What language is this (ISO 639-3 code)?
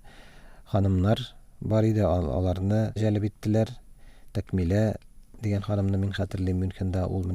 tat